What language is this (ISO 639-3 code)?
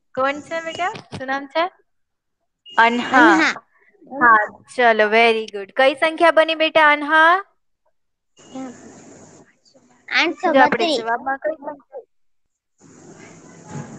guj